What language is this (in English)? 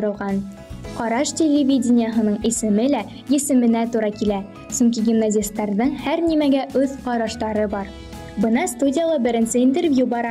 Bashkir